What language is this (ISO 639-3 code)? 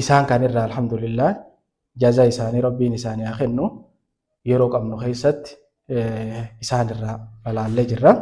orm